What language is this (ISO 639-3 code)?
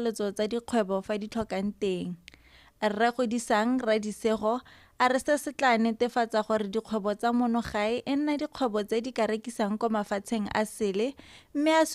tsn